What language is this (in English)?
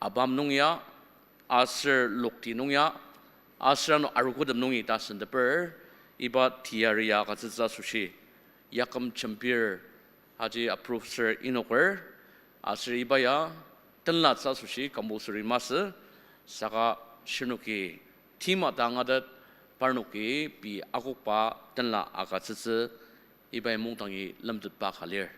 Ao Naga